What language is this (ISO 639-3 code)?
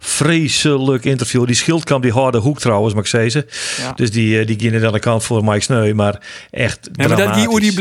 fry